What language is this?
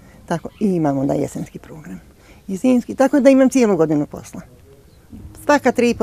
Bosnian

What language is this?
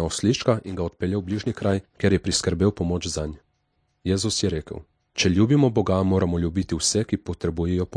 Slovenian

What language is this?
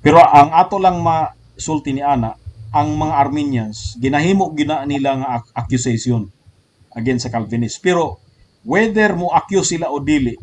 Cebuano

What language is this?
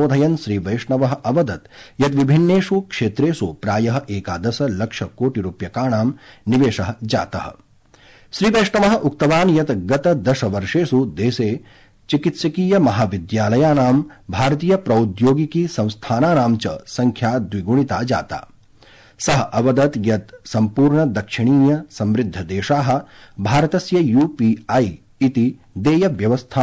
Sanskrit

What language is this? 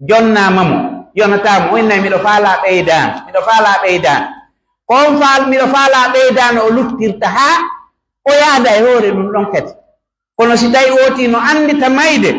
Pular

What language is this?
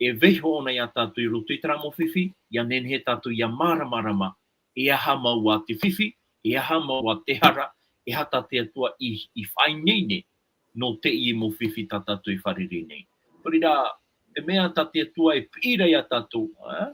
Tahitian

